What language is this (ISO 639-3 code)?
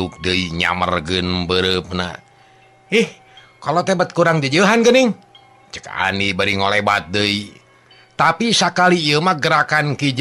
sun